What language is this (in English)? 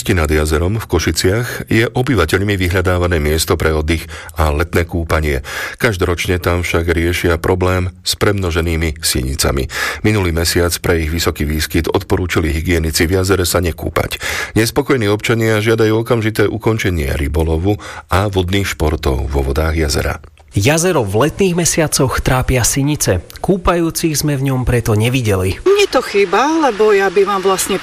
Slovak